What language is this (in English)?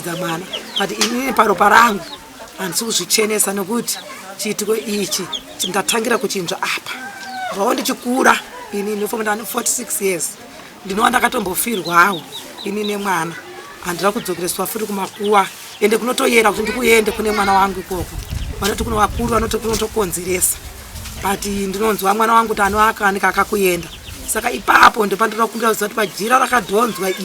Shona